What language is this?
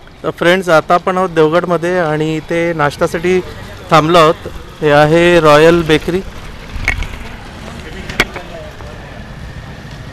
Marathi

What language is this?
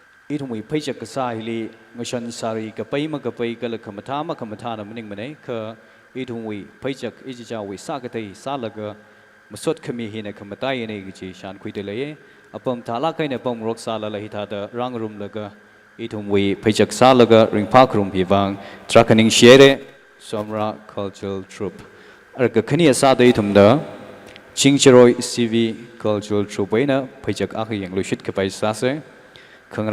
Tangkhul Naga (India)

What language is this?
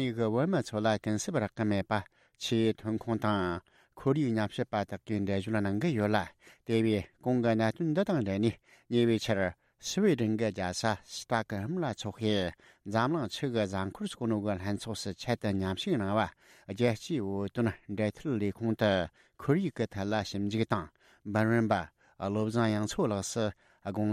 Tibetan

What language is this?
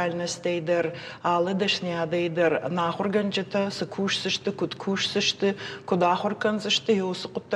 Ossetic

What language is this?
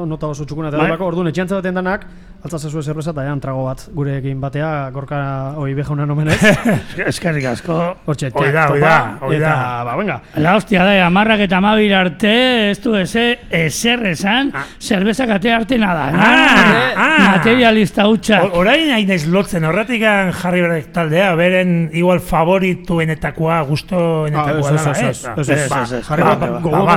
Basque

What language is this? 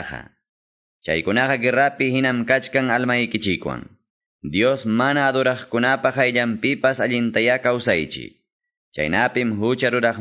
Quechua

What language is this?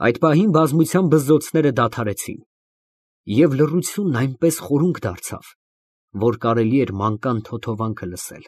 Armenian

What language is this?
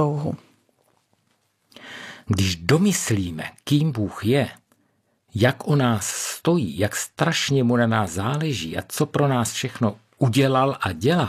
Czech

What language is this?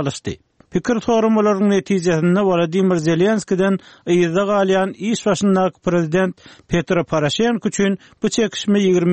Turkmen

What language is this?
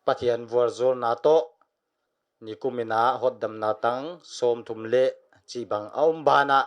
Paite Chin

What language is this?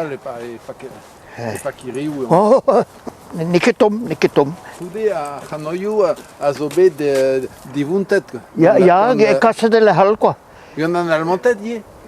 Breton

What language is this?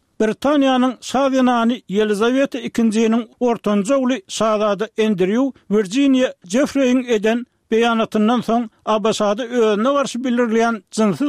Turkmen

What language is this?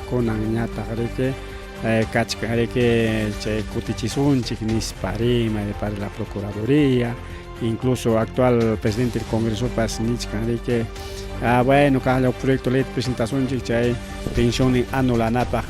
Ayacucho Quechua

